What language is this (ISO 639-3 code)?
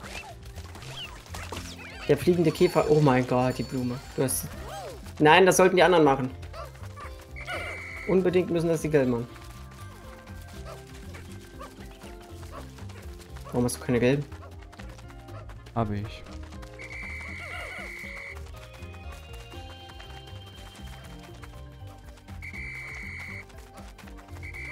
deu